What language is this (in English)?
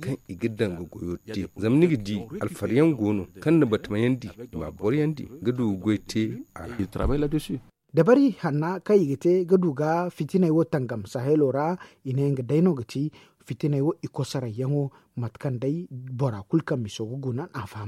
Zarma